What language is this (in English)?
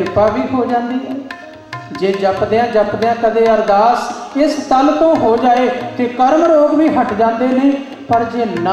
Punjabi